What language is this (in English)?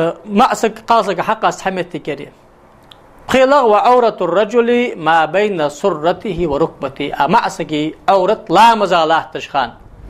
Ingush